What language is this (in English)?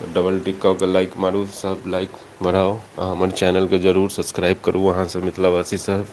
Maithili